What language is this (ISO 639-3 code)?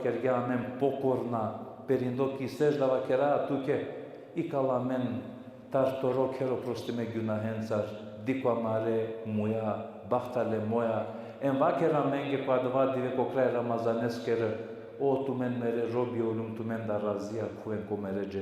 rmn